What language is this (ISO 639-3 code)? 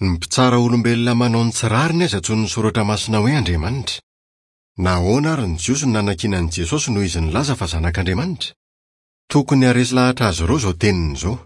mlg